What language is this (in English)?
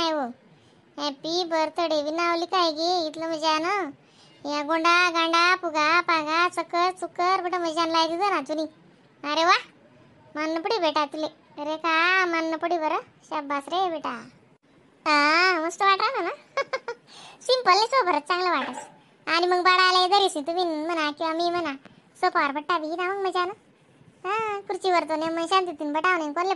Khandesi